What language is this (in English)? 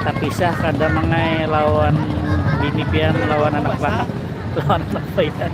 Banjar